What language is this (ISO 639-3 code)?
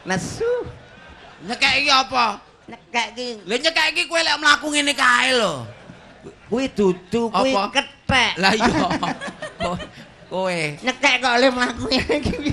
jav